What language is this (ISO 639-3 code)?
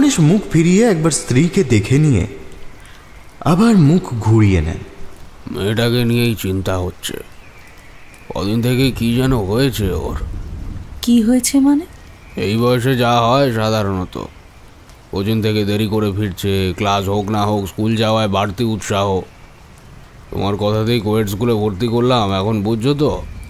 ben